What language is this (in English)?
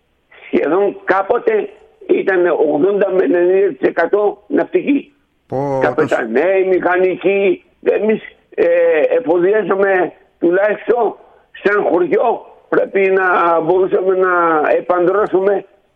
Greek